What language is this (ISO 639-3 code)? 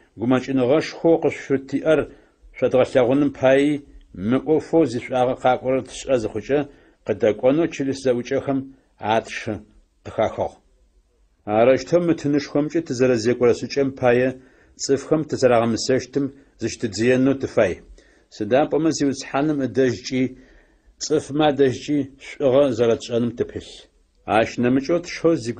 ady